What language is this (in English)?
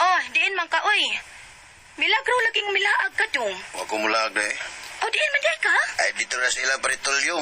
Cebuano